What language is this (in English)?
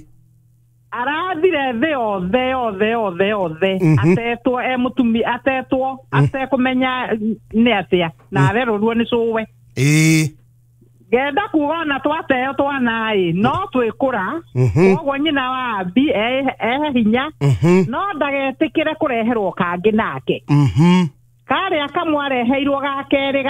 Kikuyu